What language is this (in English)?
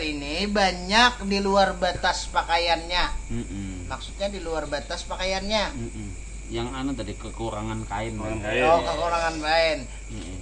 Banjar